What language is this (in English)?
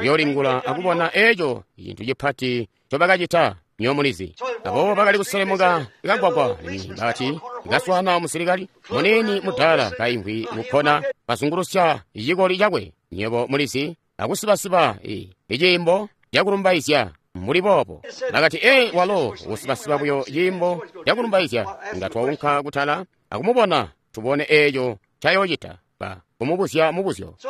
Tonga (Zambia)